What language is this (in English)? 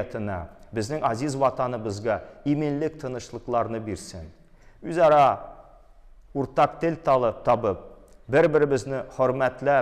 Tatar